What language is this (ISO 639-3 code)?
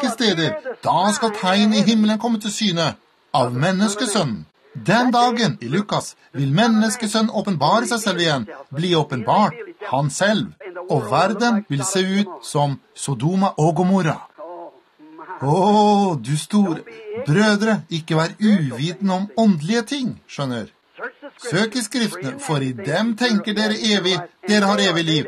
nor